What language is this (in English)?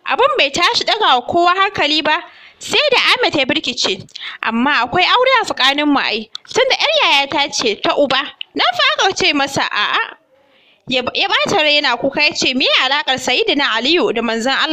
Hausa